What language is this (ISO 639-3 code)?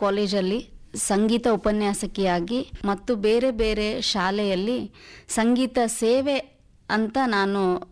kan